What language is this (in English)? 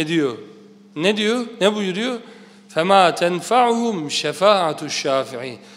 Turkish